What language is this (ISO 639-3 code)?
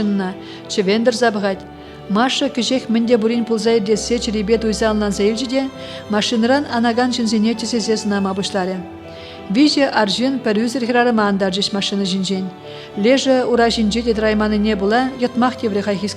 chv